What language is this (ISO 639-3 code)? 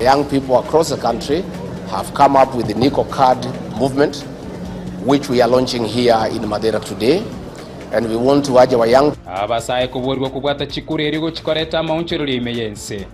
guz